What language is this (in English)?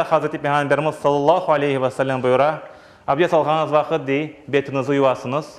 Crimean Tatar